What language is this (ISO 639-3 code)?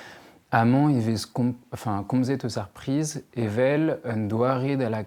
bre